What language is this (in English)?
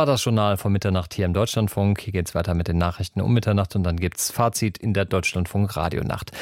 German